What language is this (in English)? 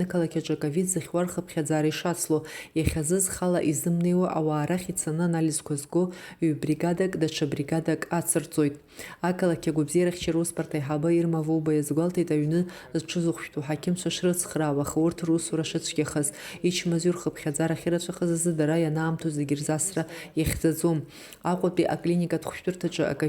Abkhazian